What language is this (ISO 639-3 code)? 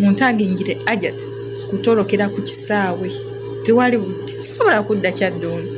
lug